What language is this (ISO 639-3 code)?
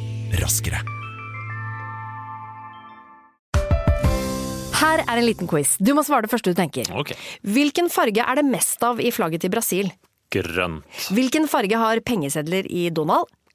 nor